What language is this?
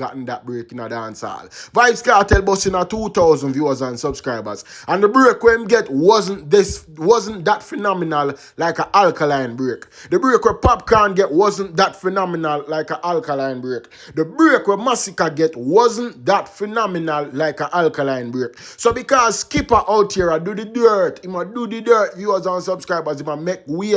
Jamaican Creole English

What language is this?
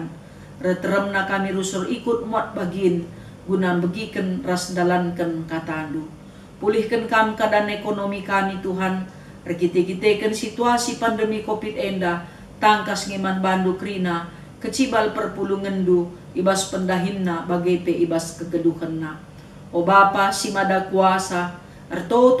Batak Karo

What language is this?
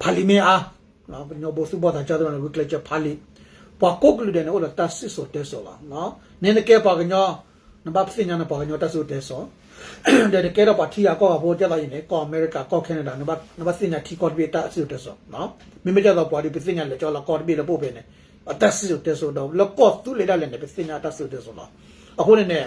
S'gaw Karen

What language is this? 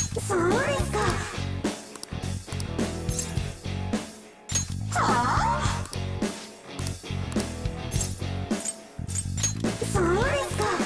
Japanese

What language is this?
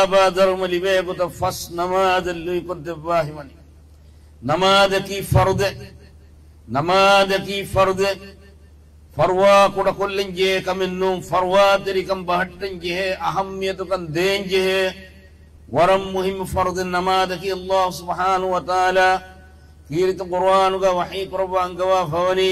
Divehi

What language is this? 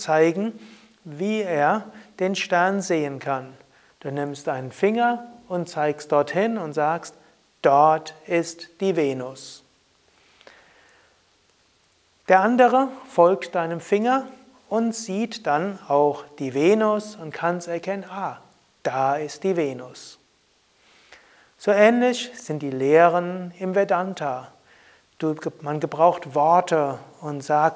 German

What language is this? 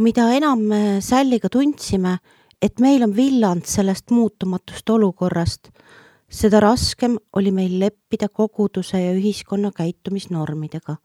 Estonian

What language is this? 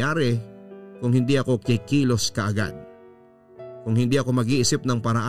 Filipino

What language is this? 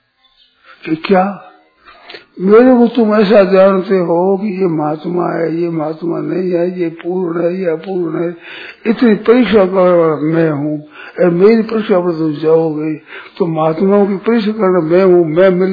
Hindi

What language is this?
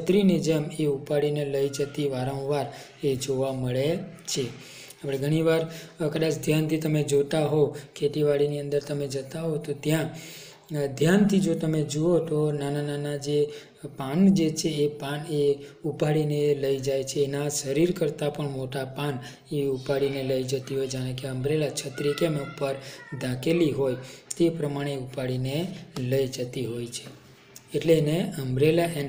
Gujarati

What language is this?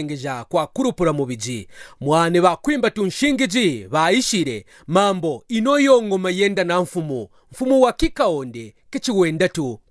Kaonde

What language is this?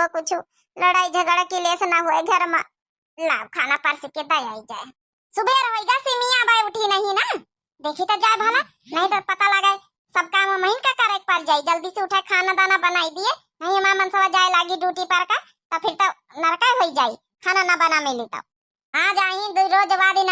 Awadhi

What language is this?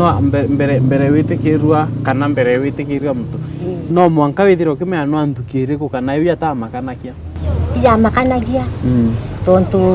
Meru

